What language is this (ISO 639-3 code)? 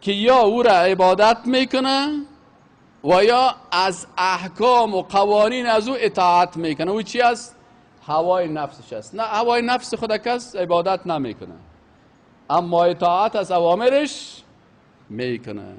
fas